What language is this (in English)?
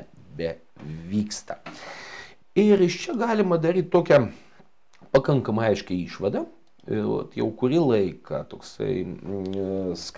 Lithuanian